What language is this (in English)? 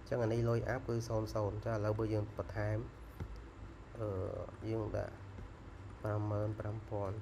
Khmer